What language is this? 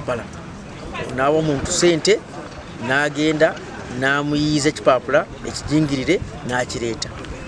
Ganda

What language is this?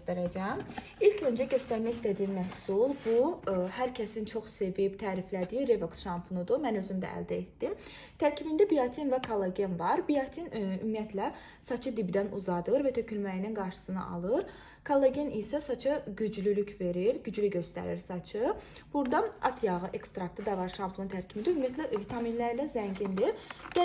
Azerbaijani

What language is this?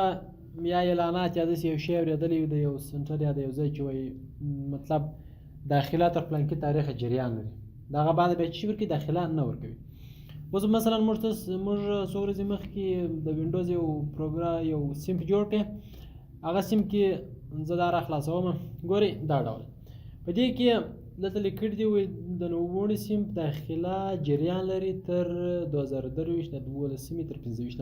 Pashto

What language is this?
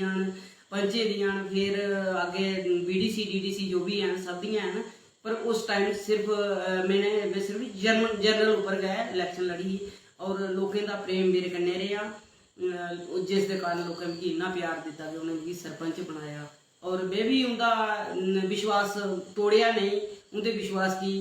Dogri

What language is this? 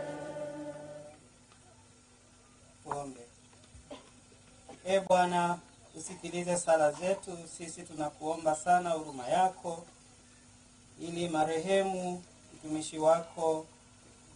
Swahili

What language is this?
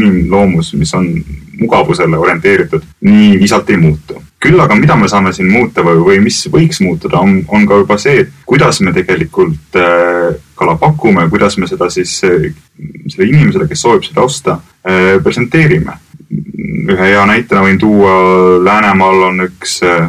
Estonian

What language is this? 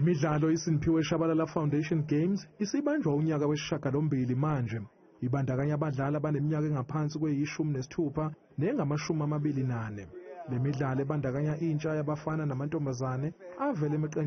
Zulu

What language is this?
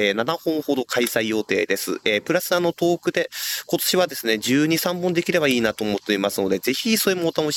Japanese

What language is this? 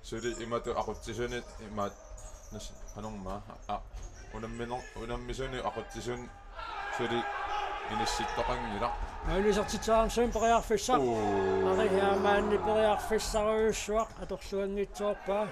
Kalaallisut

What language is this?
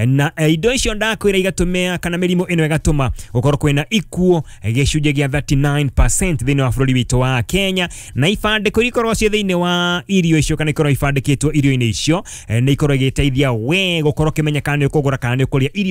Kikuyu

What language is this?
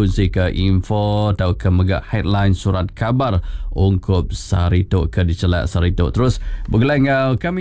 Iban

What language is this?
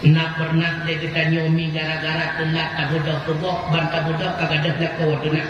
Achinese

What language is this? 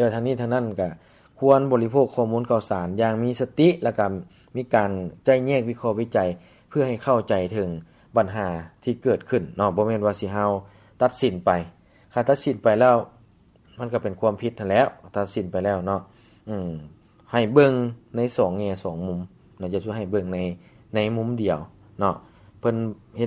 Lao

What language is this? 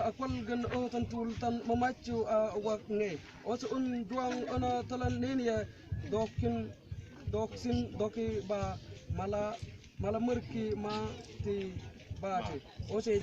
Mabaan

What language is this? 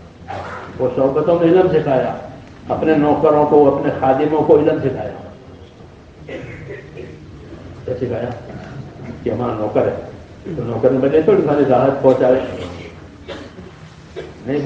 Urdu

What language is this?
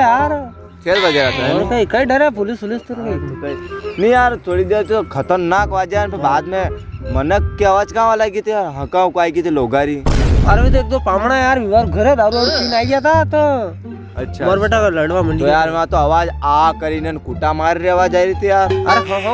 Rajasthani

